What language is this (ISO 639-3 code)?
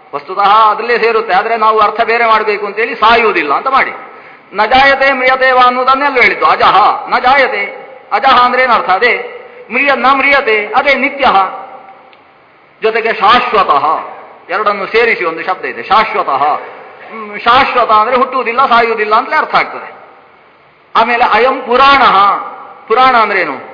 kan